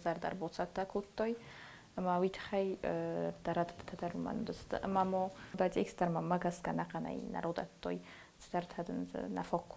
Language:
Ossetic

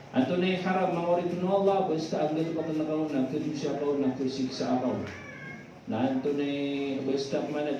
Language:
Maranao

